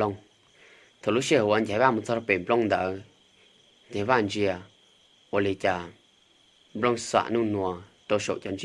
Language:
Hmong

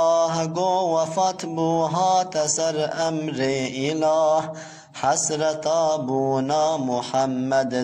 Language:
Kurdish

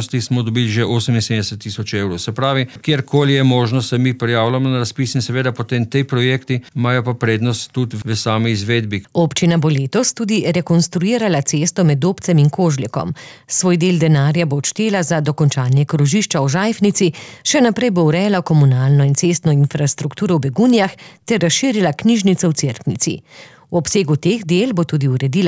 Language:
Slovenian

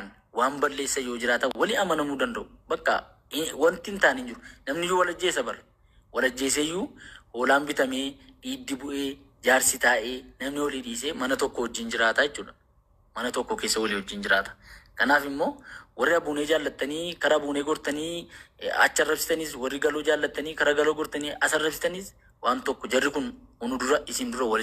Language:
Oromo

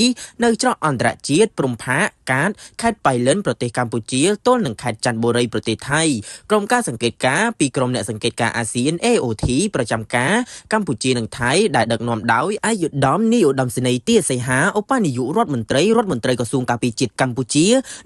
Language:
Khmer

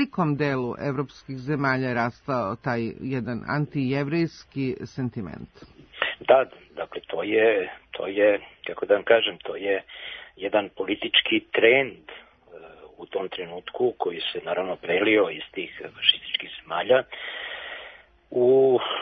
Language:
Serbian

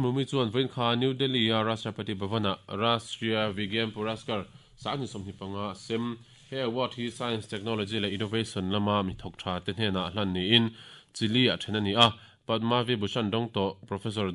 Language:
Mizo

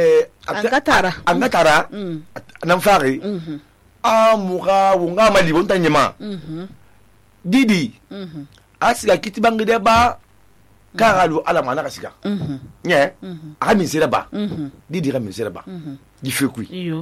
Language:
Susu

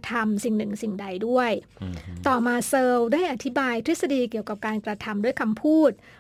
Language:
Thai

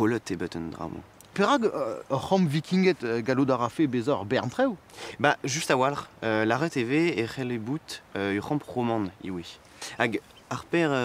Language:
Breton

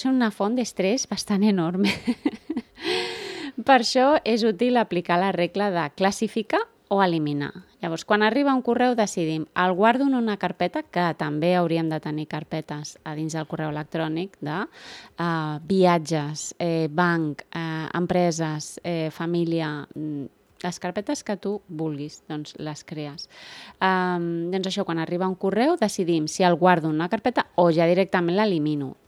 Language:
Catalan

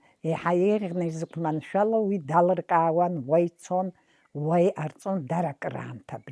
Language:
Abkhazian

